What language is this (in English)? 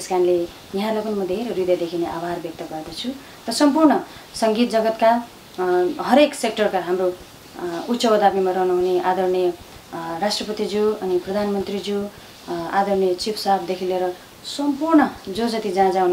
Nepali